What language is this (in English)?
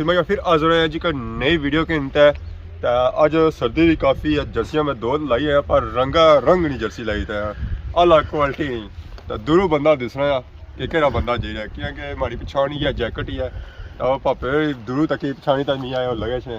Pahari-Potwari